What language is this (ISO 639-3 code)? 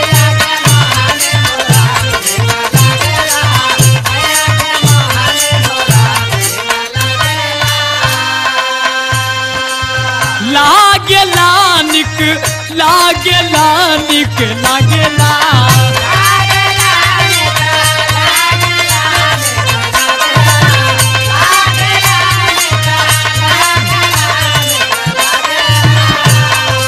bho